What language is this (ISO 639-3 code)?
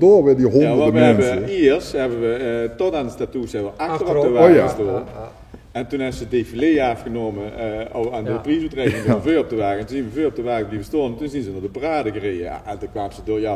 lim